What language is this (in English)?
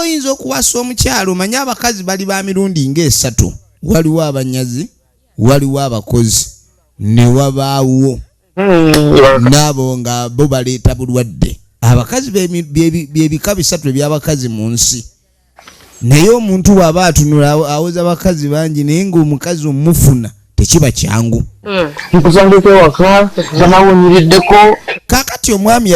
Ganda